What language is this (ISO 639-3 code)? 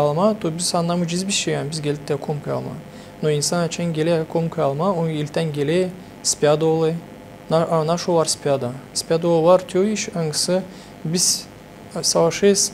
gag